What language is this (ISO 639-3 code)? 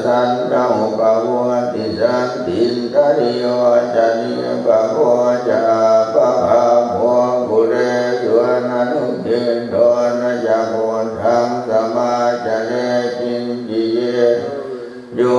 pli